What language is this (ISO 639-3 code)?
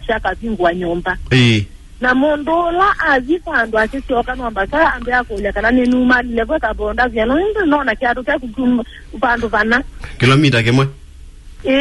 kam